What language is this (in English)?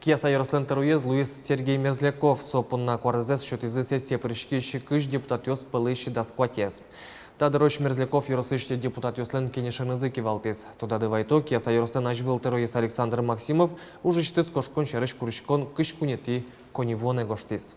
Udmurt